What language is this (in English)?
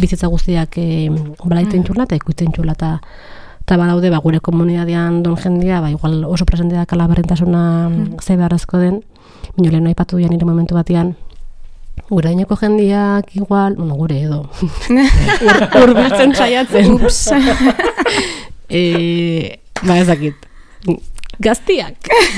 Basque